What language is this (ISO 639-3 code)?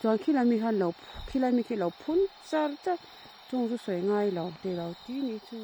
lus